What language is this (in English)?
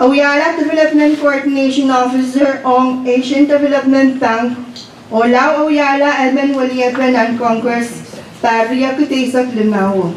Pohnpeian